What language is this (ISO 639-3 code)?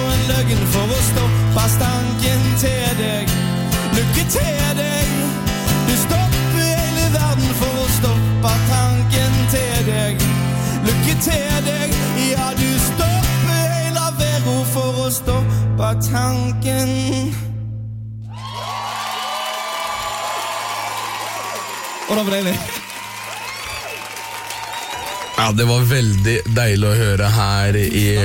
nor